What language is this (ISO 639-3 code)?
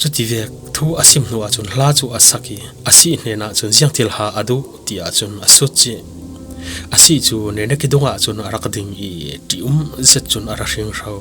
cfm